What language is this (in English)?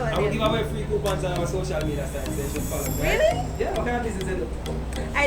Jamaican Creole English